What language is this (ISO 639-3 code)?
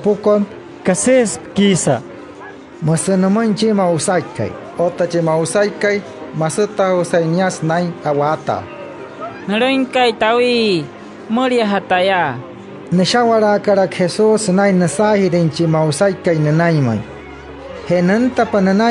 guc